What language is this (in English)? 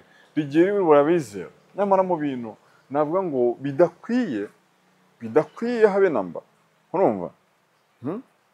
Kinyarwanda